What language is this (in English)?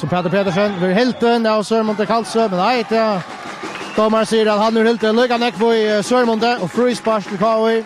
Faroese